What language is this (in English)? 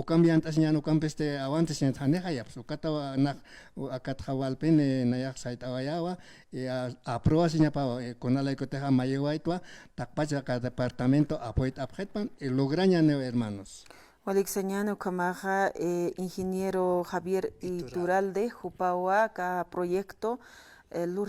Aymara